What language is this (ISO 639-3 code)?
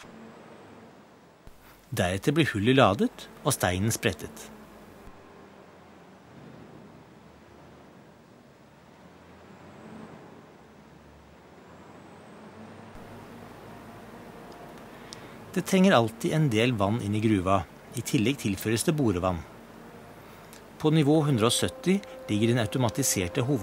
nor